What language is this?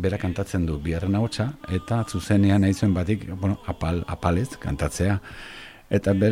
Basque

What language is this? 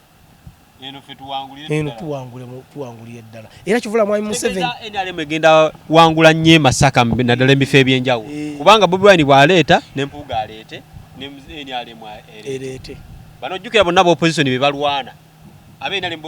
Ganda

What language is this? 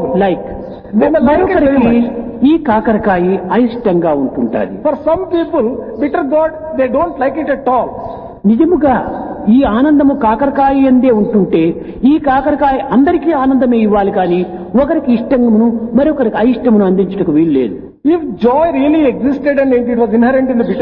Telugu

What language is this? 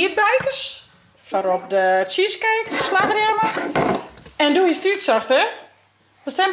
Western Frisian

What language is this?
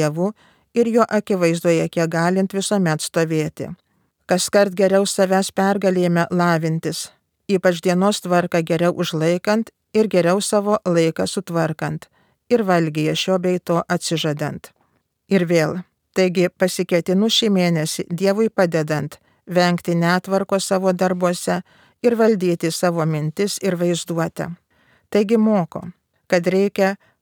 Lithuanian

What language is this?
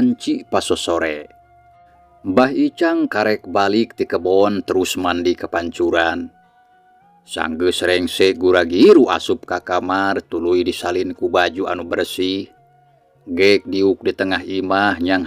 Sundanese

